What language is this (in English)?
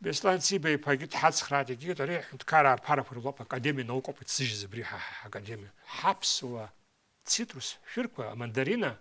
Abkhazian